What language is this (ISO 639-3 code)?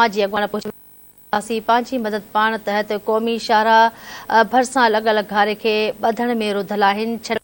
snd